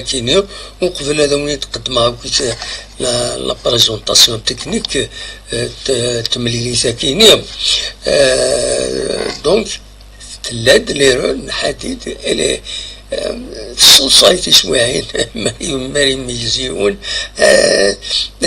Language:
Kabyle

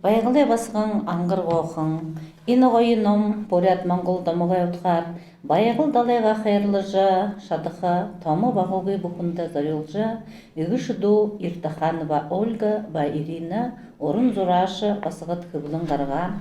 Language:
Buriat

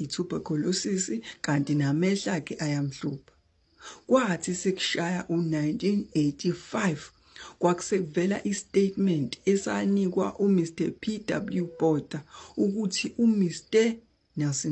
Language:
Zulu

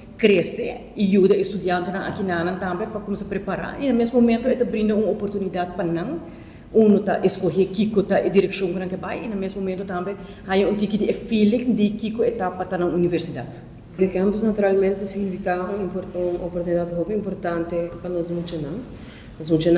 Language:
Papiamento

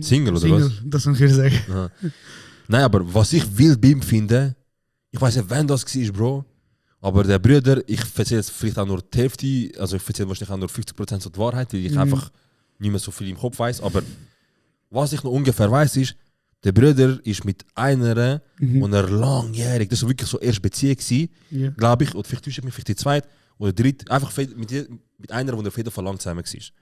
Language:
Swiss German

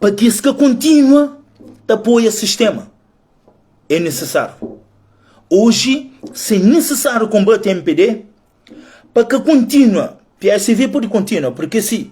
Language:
Kabuverdianu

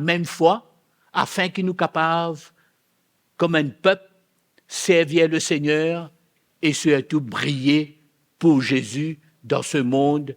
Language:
Morisyen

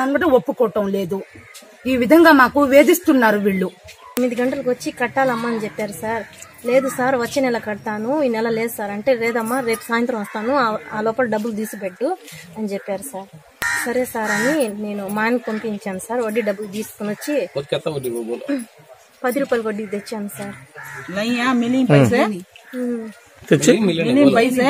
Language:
Telugu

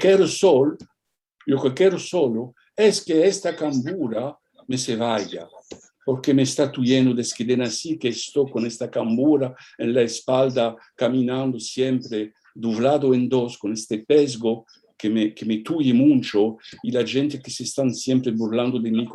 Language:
Ladino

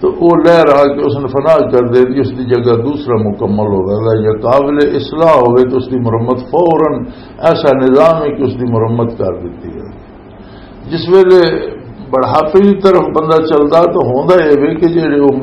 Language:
Western Panjabi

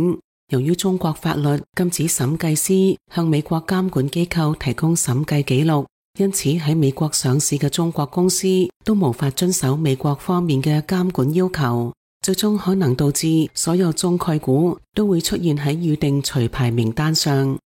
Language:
Cantonese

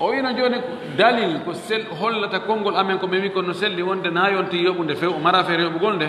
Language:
Fula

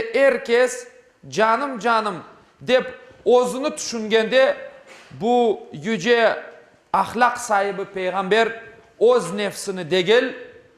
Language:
Crimean Tatar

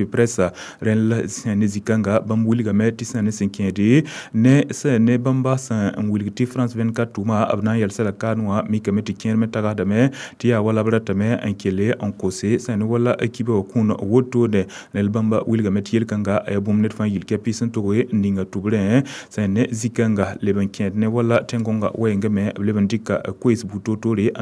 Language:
Mossi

